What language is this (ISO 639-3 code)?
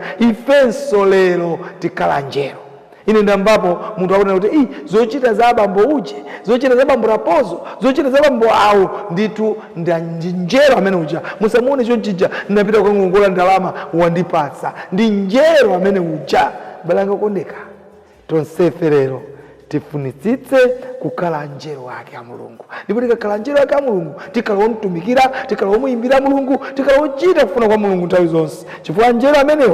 nya